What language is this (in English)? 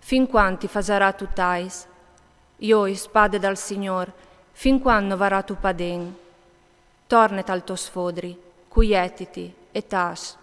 Friulian